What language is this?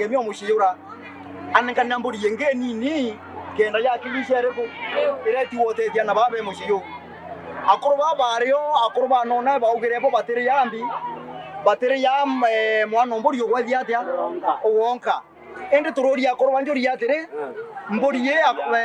Meru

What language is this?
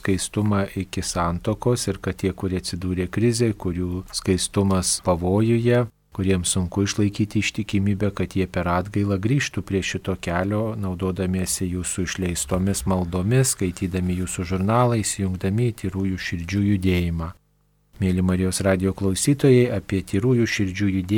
Lithuanian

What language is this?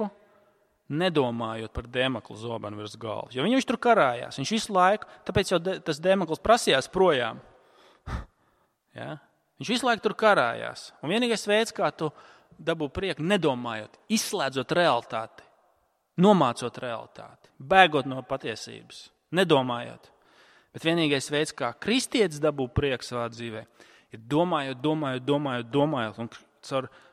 Latvian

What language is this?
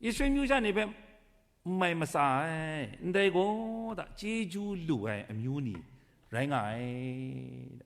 Kachin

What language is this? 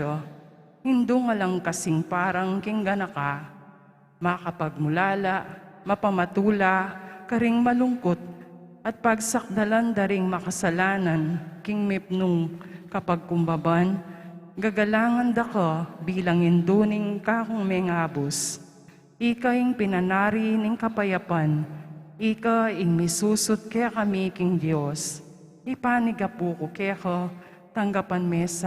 Pampanga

